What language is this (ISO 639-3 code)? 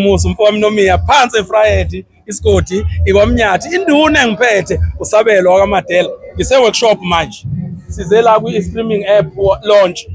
zul